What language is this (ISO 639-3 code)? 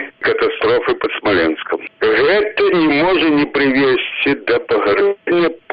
bel